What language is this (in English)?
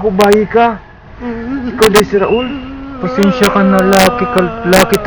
Cebuano